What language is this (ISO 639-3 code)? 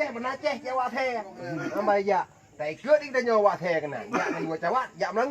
ace